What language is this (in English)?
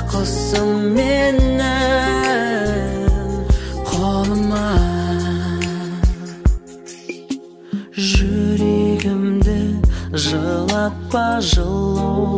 Kazakh